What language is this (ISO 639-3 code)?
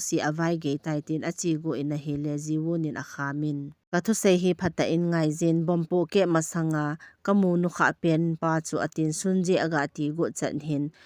tcz